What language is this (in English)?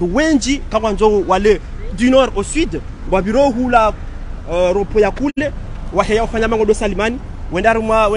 Swahili